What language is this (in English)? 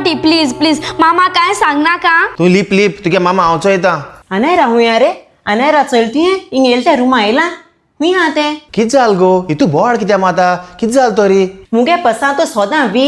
Konkani